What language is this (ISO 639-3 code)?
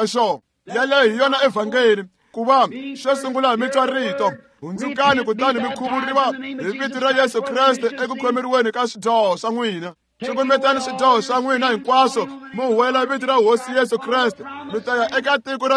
tso